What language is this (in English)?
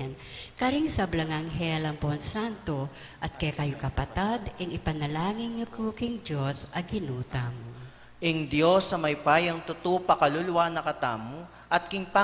Pampanga